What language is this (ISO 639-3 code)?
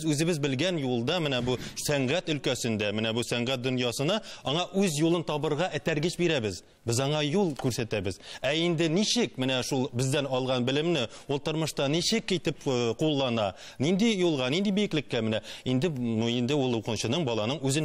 tat